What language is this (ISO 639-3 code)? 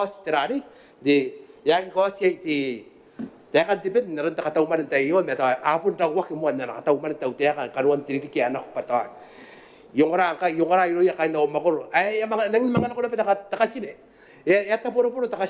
gil